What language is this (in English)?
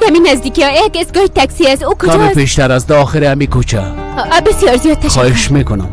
Persian